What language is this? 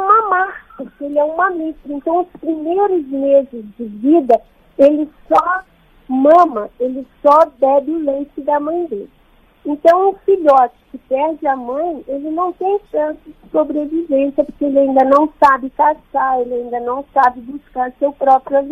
Portuguese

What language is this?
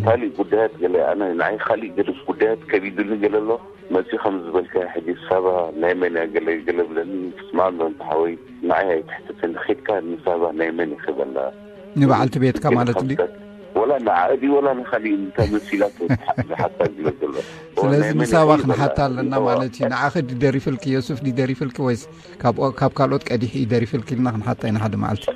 Tigrinya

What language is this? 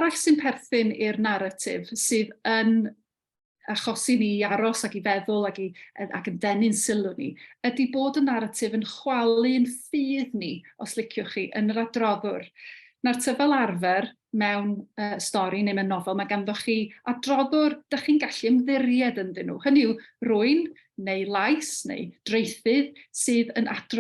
Welsh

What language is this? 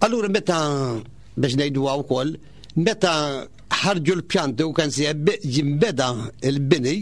Maltese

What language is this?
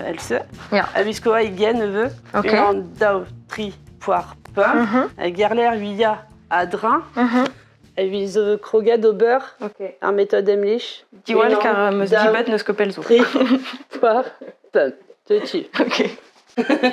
Breton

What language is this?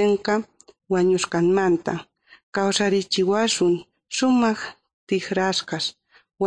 South Bolivian Quechua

